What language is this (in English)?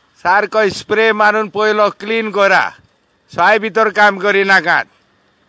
Konkani